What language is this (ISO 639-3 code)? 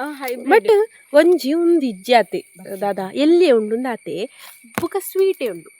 tcy